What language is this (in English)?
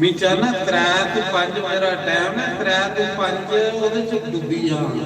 Dogri